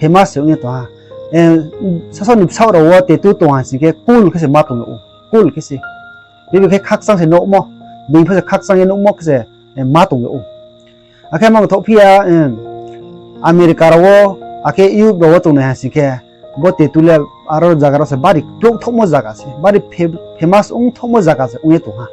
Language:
Riang (India)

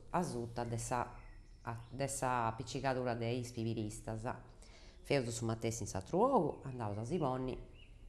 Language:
Sardinian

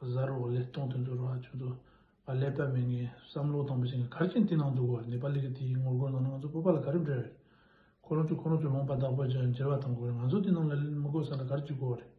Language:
Tibetan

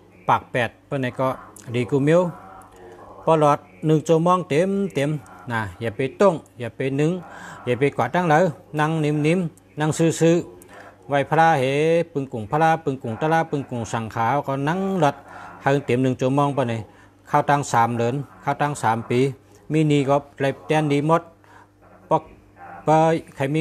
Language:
Shan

